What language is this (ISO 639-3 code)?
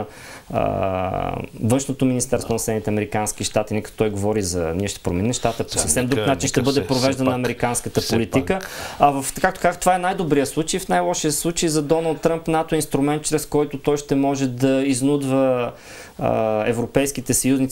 bul